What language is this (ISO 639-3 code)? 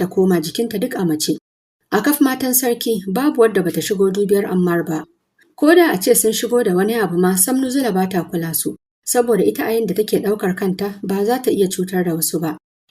hau